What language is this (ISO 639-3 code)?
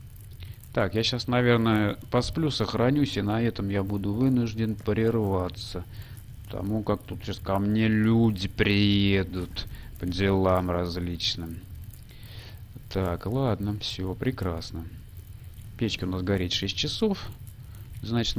rus